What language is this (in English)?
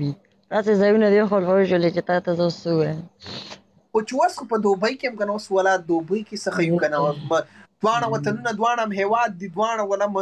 Pashto